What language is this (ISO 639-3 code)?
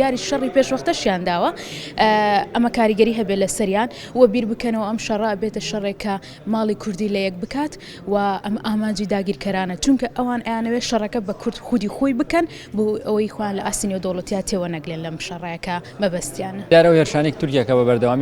ckb